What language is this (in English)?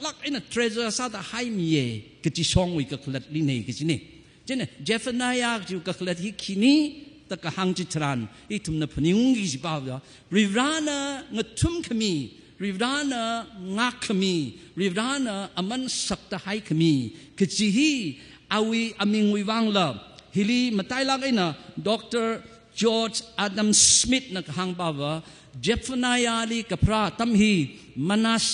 Tangkhul Naga (India)